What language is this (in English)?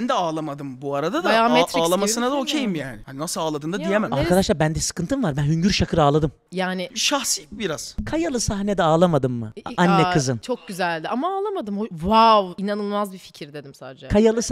Turkish